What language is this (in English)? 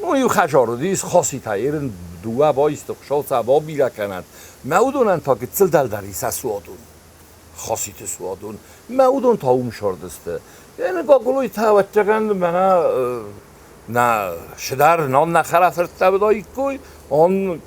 Ossetic